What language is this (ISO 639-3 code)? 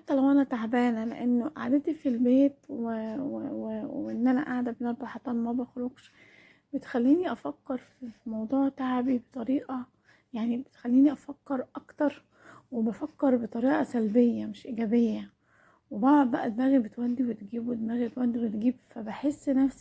arz